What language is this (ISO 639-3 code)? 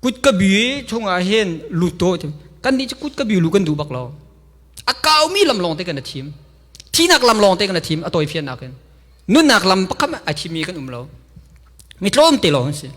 cnh